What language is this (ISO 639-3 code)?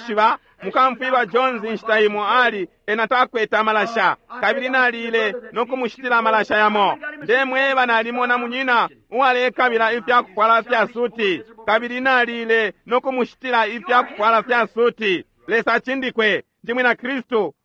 bem